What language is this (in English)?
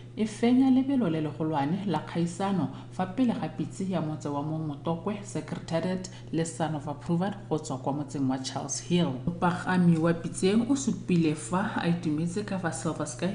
Tswana